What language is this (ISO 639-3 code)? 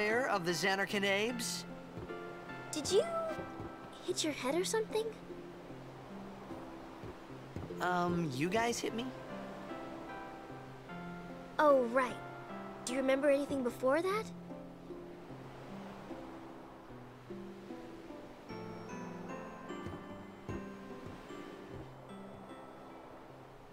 ita